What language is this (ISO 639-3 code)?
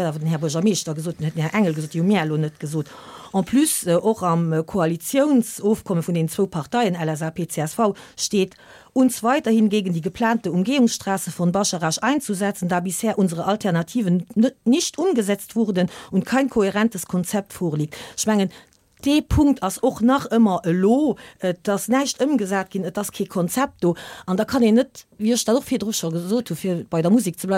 ltz